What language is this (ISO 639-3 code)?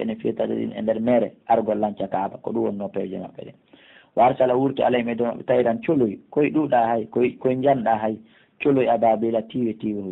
ful